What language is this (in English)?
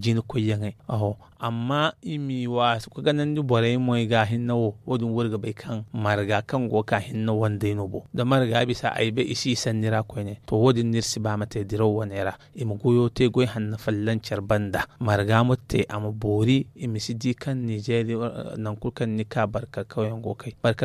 Zarma